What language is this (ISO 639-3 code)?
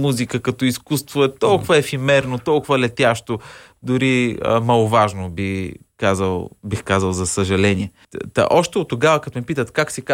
bul